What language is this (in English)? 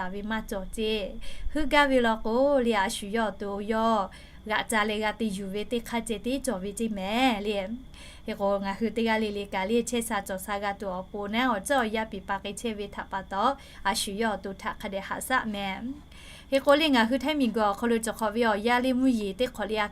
Lahu